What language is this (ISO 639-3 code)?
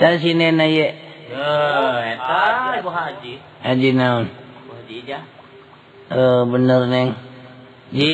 sun